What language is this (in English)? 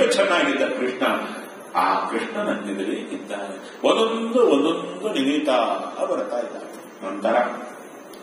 Kannada